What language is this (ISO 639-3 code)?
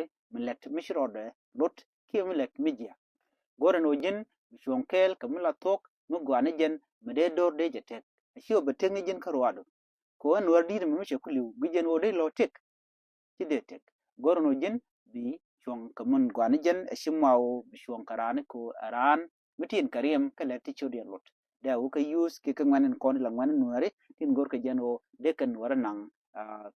nus